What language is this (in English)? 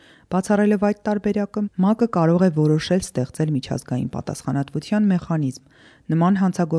Armenian